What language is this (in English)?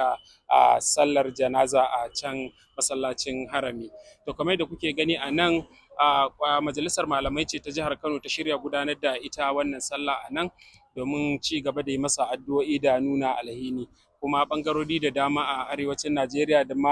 Hausa